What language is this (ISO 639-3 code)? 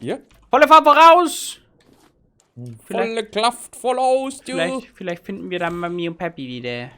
bar